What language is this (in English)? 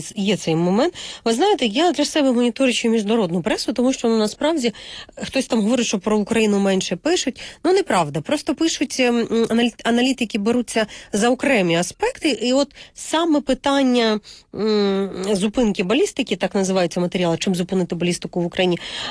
Ukrainian